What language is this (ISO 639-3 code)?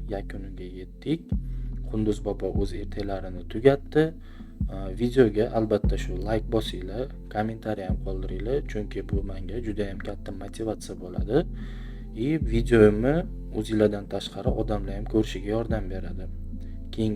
uzb